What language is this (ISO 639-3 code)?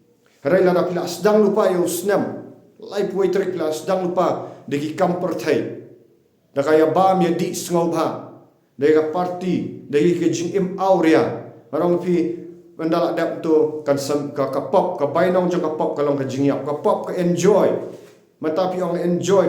kha